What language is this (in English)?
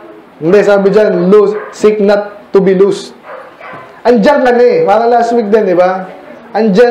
Filipino